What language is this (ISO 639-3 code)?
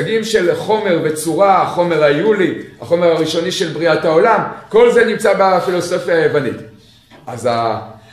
heb